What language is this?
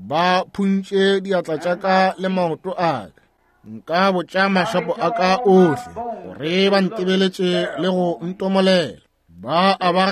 Northern Sotho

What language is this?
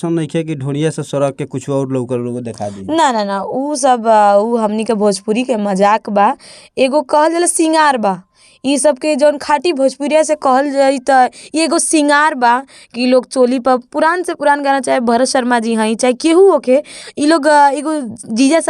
Bhojpuri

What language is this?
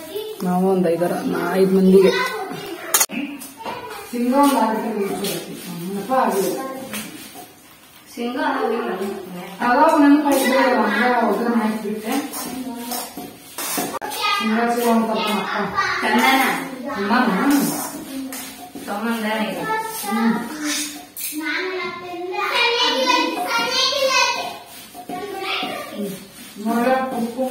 Kannada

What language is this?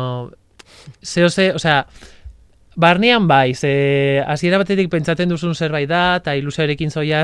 Basque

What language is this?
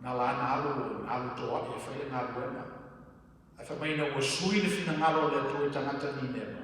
Samoan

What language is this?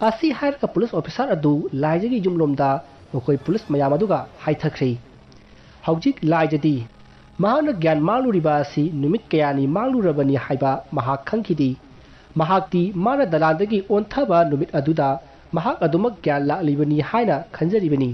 Manipuri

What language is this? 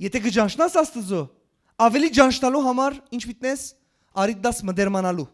Western Armenian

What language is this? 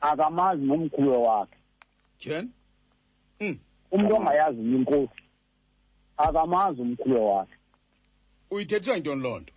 Xhosa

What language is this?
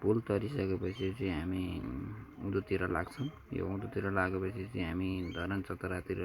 Nepali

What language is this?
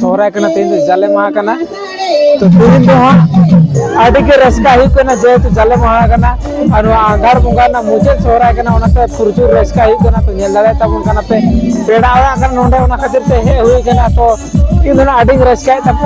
Santali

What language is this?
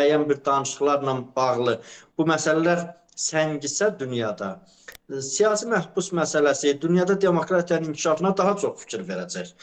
Azerbaijani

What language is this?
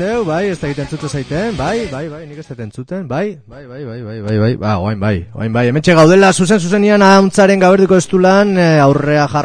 Basque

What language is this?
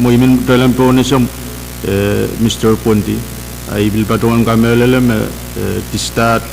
Pohnpeian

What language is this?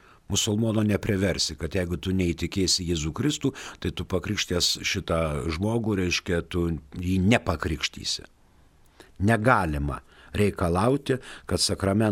Lithuanian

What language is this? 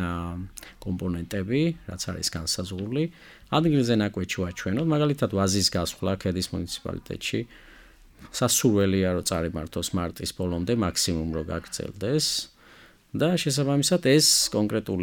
Georgian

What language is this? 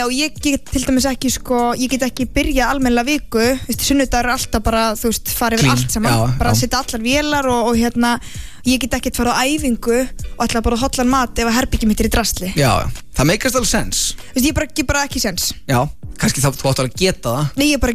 Icelandic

